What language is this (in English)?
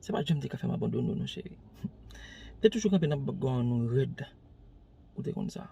Haitian Creole